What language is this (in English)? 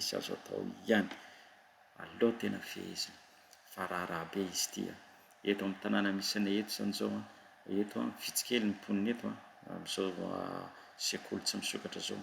Malagasy